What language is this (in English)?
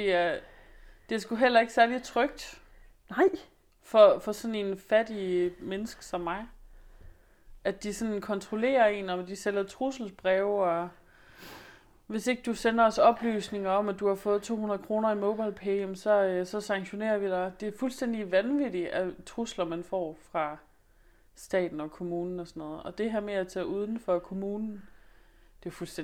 Danish